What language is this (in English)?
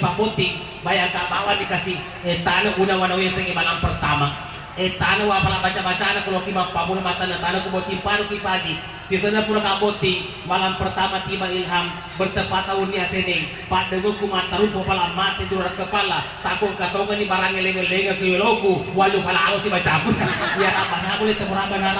Buginese